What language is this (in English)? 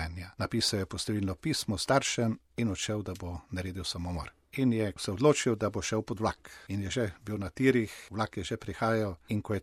Slovenian